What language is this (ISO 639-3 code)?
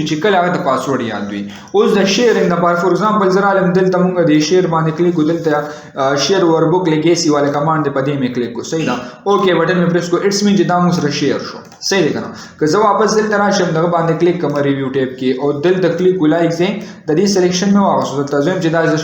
pus